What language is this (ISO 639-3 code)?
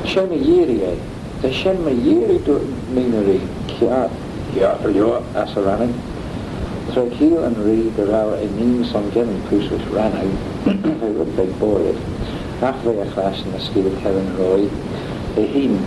glv